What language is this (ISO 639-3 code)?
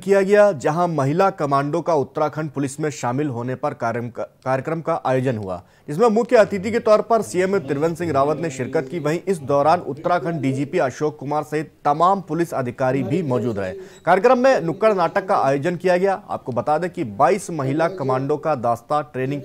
hin